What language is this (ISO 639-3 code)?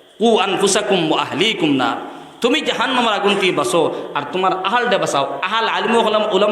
syl